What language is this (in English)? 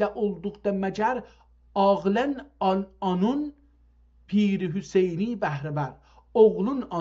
South Azerbaijani